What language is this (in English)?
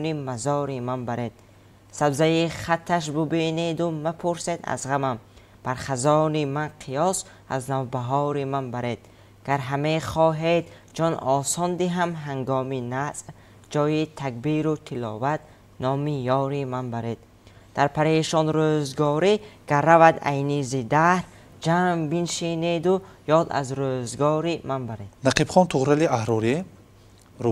Tajik